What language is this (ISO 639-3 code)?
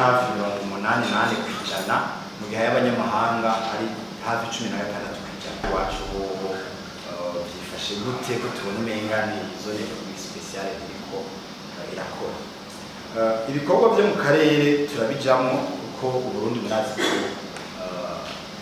run